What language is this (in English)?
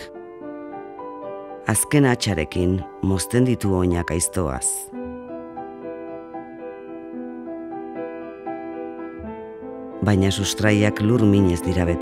Basque